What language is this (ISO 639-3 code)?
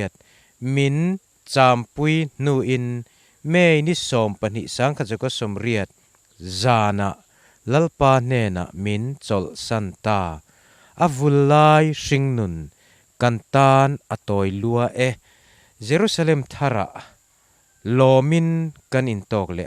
lus